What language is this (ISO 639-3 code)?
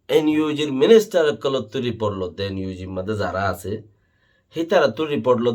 rhg